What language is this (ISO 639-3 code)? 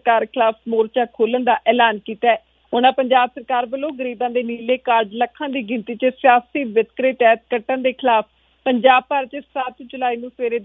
pan